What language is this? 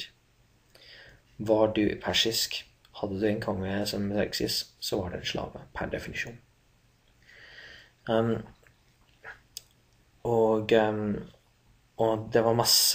Norwegian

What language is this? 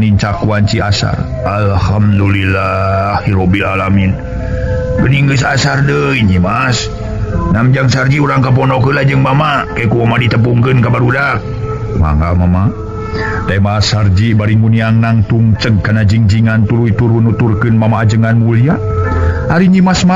Sundanese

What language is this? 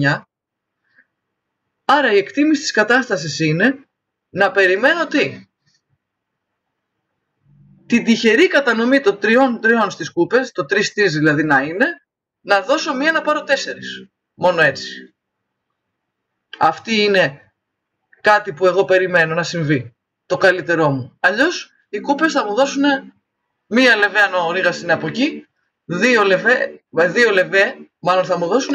Greek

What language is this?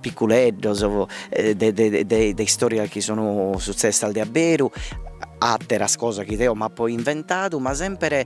Sardinian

